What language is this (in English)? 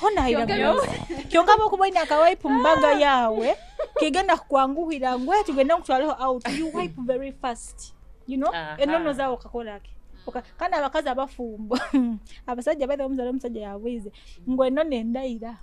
Nyoro